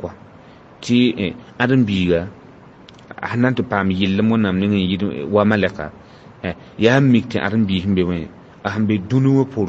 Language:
Mossi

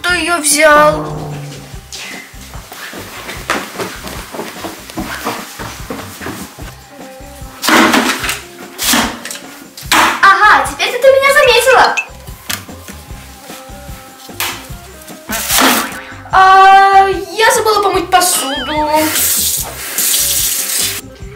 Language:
Russian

